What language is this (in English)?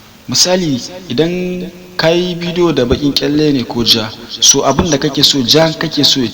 Hausa